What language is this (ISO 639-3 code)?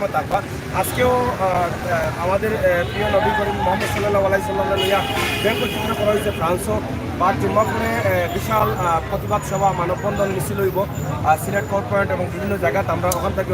syl